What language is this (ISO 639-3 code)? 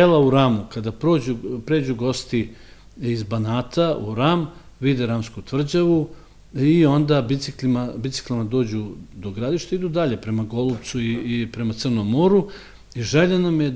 srp